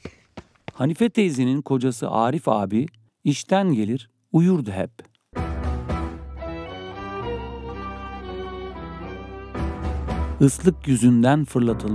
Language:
Turkish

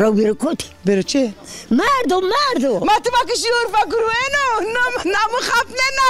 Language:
Zaza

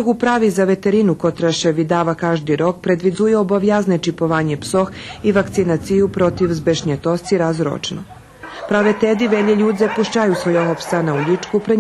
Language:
Rusyn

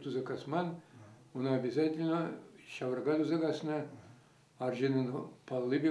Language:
Chuvash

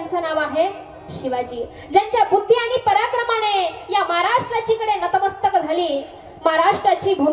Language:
Marathi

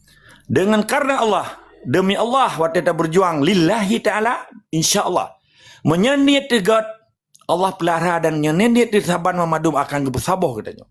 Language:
Achinese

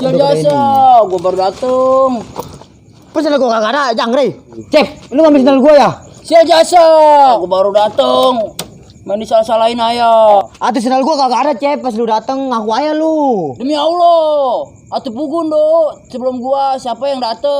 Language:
Betawi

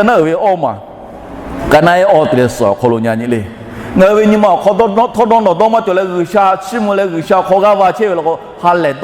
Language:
Lahu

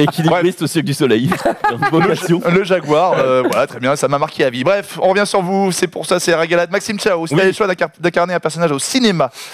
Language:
French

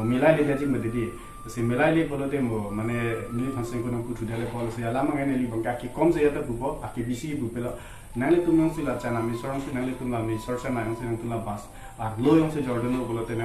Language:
Karbi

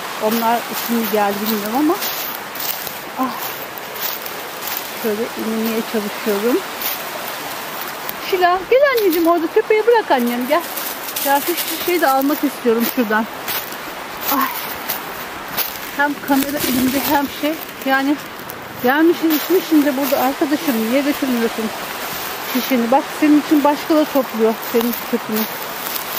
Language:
Turkish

